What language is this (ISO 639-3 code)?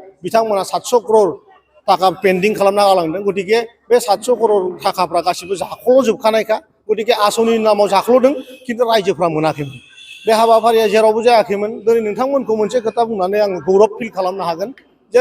brx